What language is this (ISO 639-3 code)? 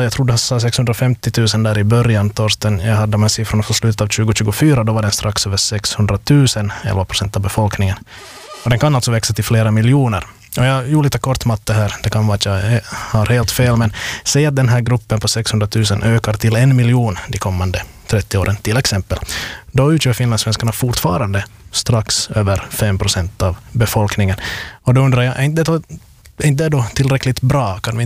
swe